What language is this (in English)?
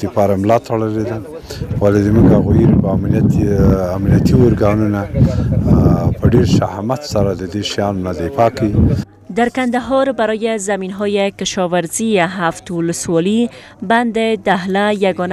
Persian